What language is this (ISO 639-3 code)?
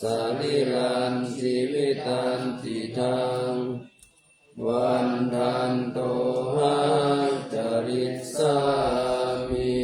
pli